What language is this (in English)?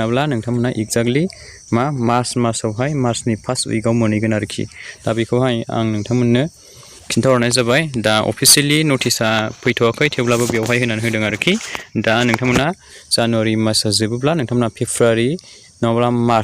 Bodo